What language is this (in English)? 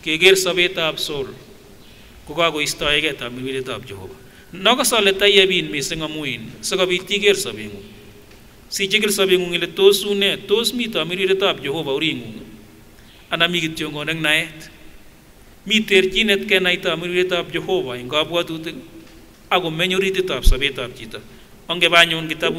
Kipsigis